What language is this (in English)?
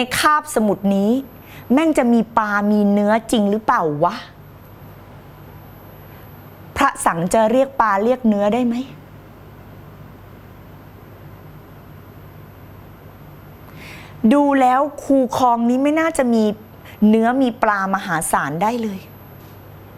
Thai